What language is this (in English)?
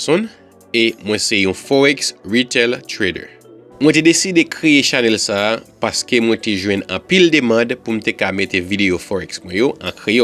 Haitian Creole